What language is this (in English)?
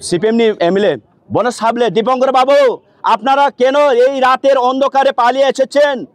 Kok Borok